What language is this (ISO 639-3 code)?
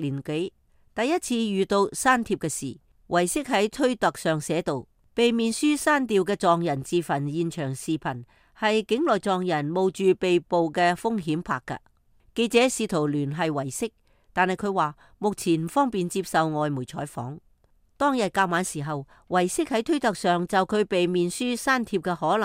yue